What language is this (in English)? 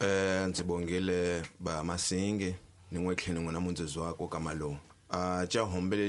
Tsonga